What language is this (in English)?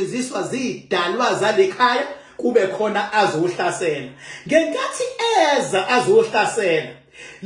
Zulu